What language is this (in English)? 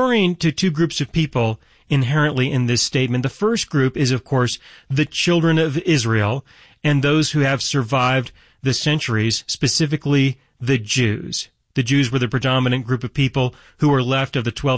English